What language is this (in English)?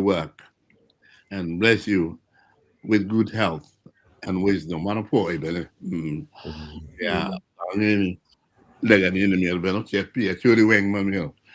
Acoli